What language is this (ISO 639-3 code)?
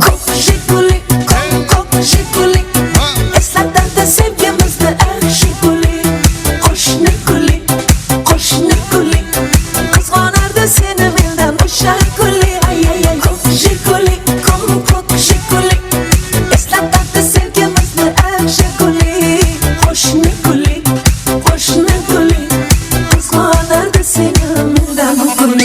kaa